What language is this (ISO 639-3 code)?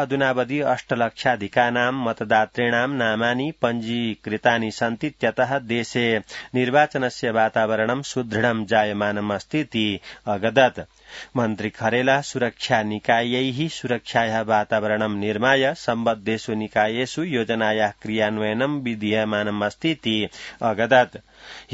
san